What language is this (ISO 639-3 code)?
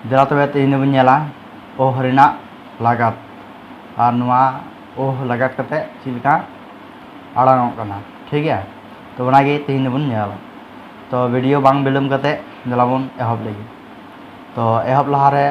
sat